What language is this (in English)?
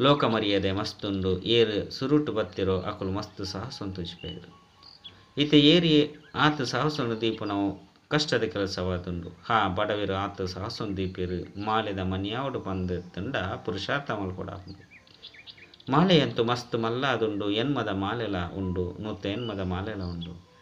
Tulu